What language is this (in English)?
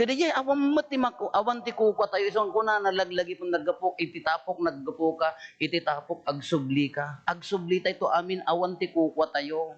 Iloko